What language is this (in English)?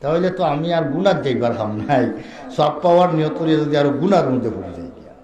Sylheti